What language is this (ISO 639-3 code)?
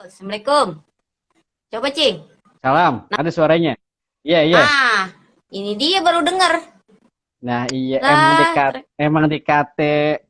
bew